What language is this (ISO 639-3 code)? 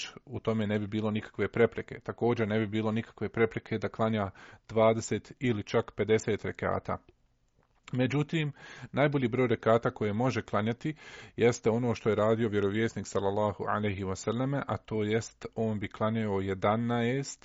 bos